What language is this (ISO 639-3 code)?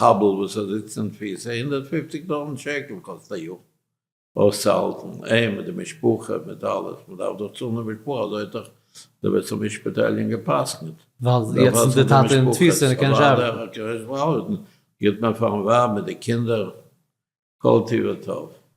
yid